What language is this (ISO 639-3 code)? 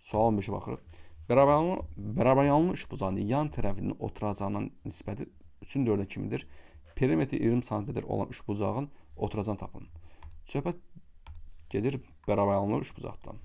aze